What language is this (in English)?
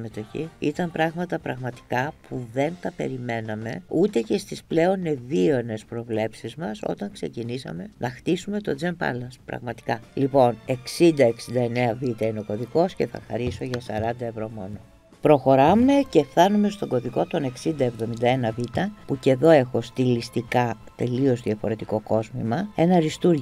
Greek